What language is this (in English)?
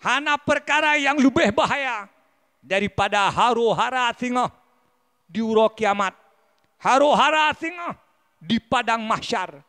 Achinese